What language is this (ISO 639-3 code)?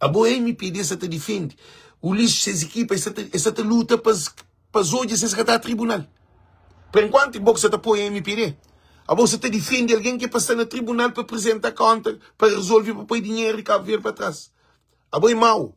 kea